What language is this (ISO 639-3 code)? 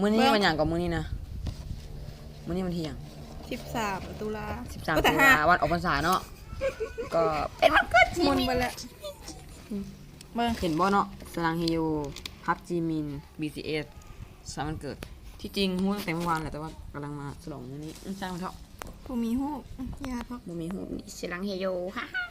lao